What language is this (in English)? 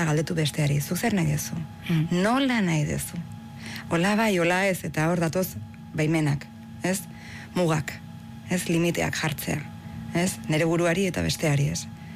Basque